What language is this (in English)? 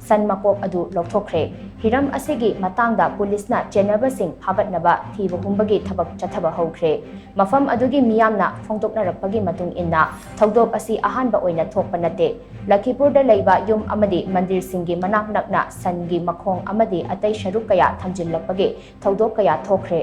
Manipuri